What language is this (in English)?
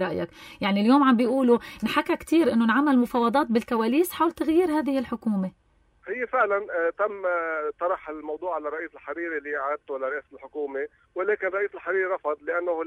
North Levantine Arabic